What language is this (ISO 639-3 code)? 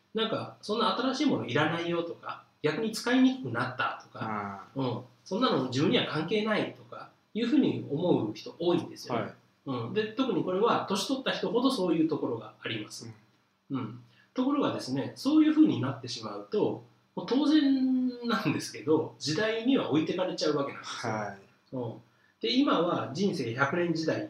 jpn